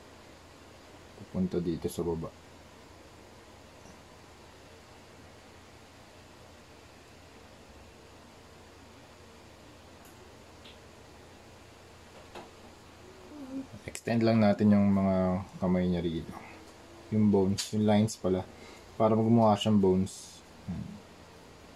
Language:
Filipino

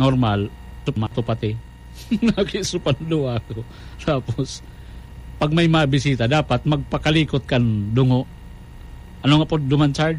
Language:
Bikol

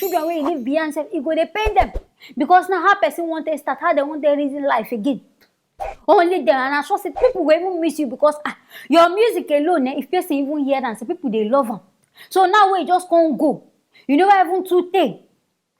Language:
Nigerian Pidgin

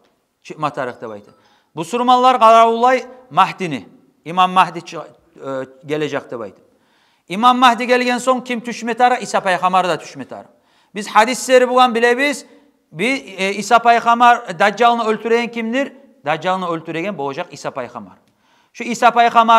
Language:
Kumyk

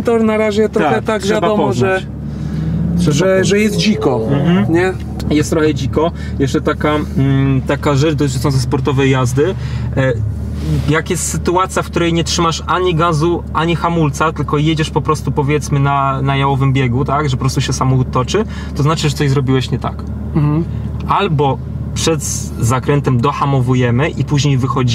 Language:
Polish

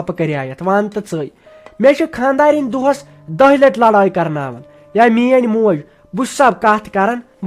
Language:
Kashmiri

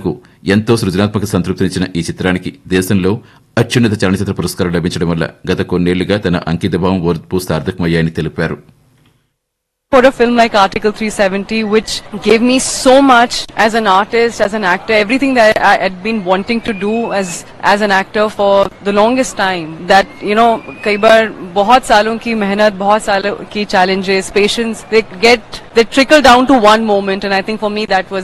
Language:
Telugu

